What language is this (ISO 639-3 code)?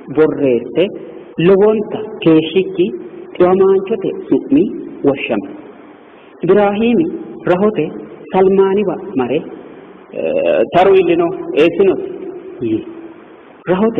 sid